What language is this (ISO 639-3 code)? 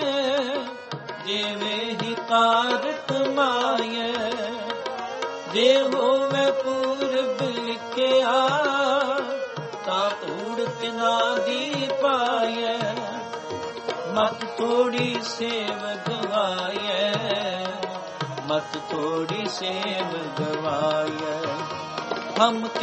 pan